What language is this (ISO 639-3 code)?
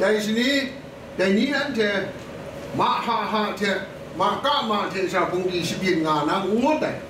kac